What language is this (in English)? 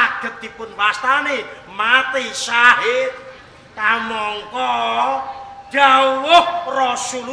Javanese